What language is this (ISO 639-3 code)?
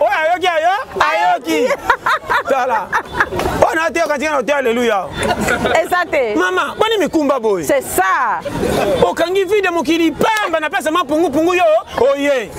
lin